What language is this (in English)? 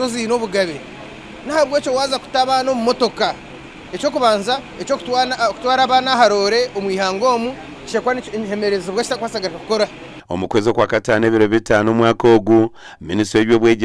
Nyankole